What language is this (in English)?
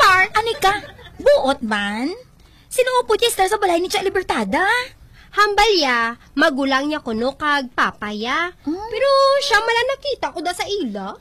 Hiligaynon